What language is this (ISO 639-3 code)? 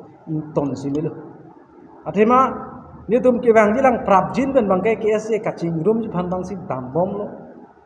mjw